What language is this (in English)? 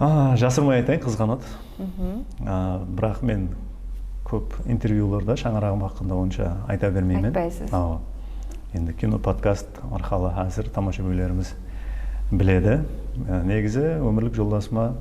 Kara-Kalpak